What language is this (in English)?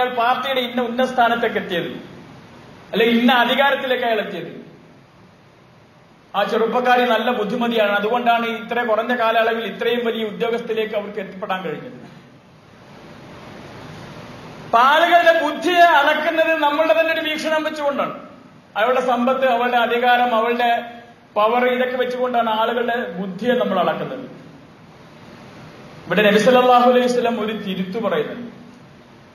Malayalam